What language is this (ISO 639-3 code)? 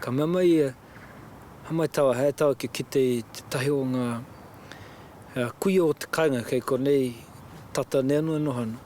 mri